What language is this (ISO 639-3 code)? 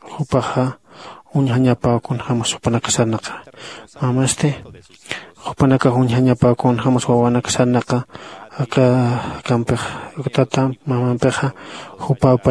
aym